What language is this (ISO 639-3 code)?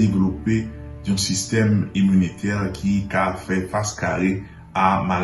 hat